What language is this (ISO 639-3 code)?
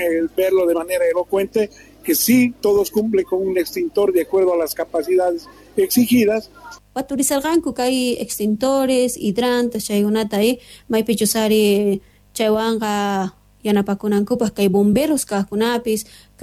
que